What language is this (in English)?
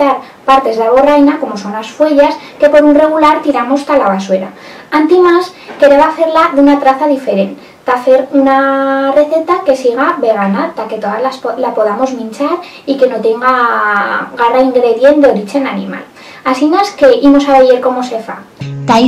Aragonese